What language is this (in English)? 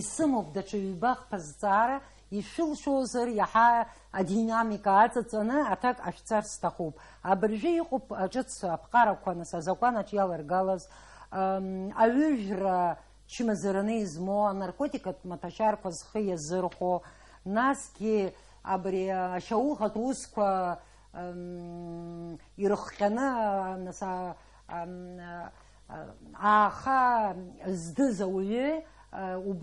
Abkhazian